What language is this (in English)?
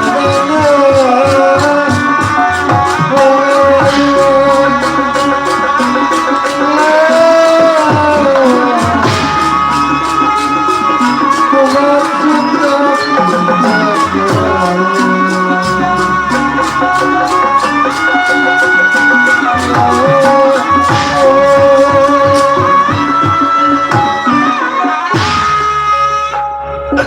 Betawi